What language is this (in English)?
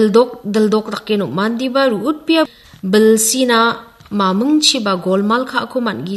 Garo